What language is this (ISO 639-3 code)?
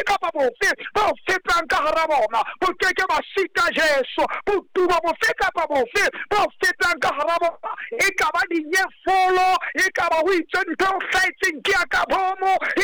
sot